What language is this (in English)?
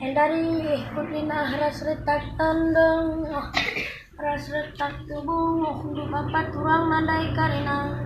Batak Karo